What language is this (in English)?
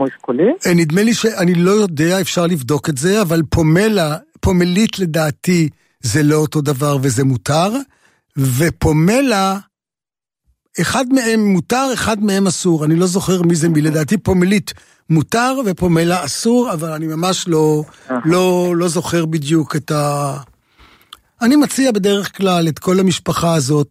Hebrew